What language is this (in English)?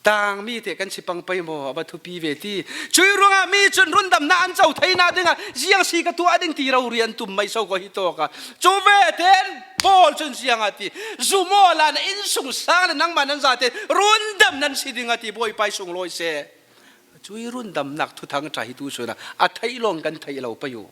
Falam Chin